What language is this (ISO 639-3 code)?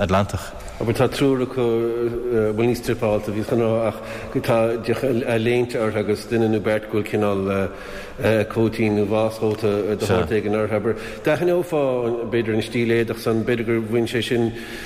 gle